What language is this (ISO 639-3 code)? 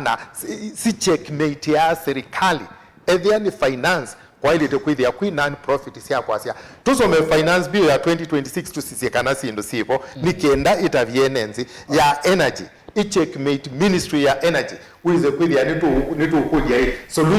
kam